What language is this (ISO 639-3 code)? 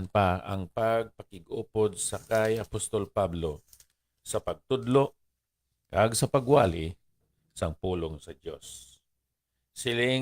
hil